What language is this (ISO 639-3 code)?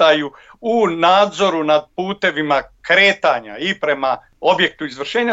bos